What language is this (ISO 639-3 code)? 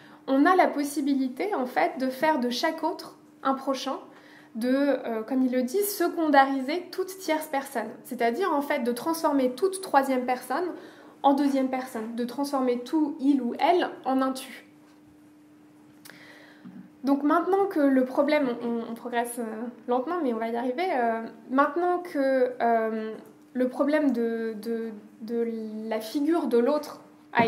fra